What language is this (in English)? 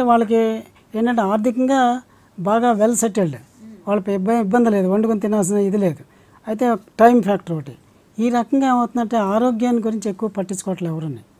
Telugu